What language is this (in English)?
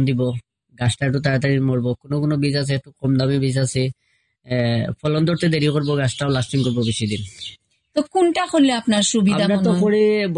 Bangla